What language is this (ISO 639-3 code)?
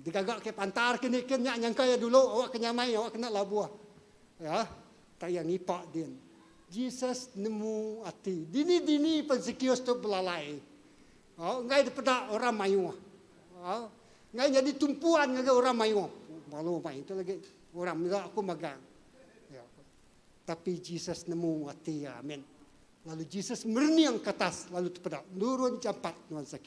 iba